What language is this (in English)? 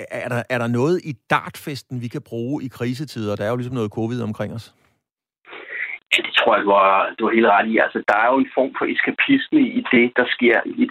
Danish